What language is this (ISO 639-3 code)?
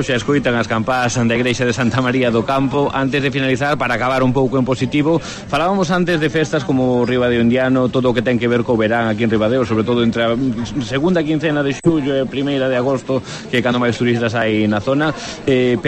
glg